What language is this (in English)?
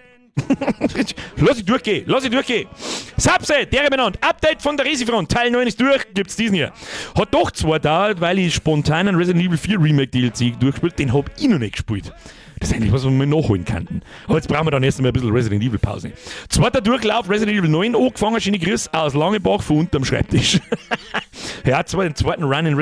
Bavarian